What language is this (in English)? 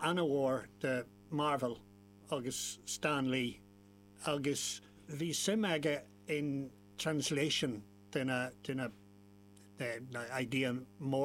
Irish